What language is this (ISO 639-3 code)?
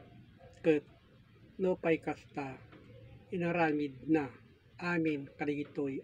ilo